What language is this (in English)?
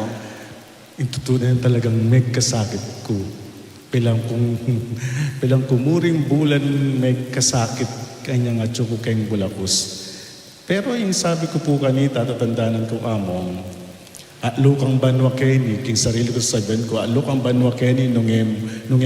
Pampanga